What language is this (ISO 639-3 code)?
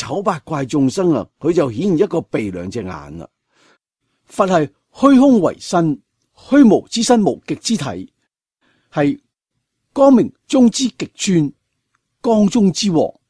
yue